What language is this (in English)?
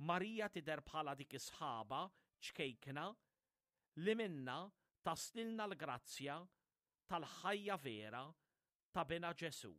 Maltese